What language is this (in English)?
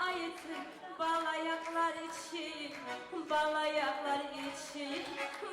Kumyk